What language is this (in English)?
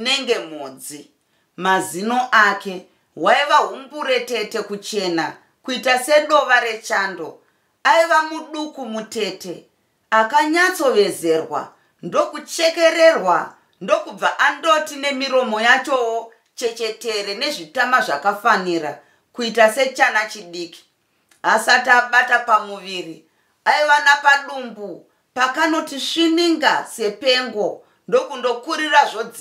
Shona